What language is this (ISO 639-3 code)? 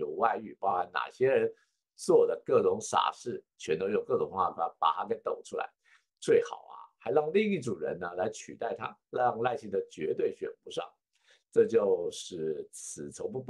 zho